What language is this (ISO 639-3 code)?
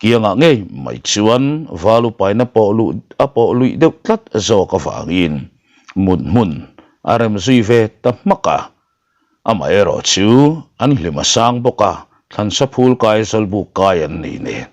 lus